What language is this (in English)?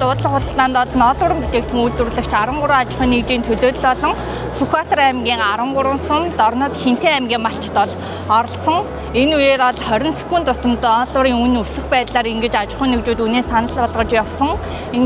Mongolian